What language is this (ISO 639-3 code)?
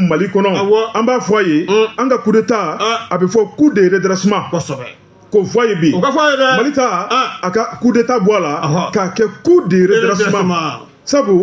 bam